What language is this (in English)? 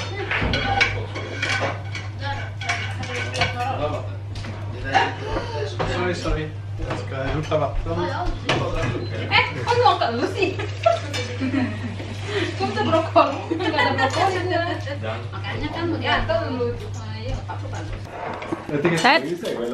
Swedish